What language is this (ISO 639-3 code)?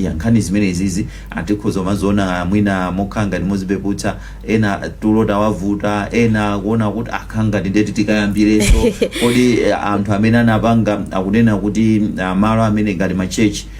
nya